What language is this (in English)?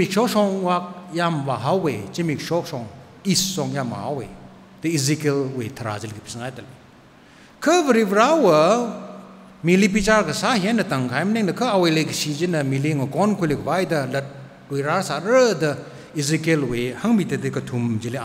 Tangkhul Naga (India)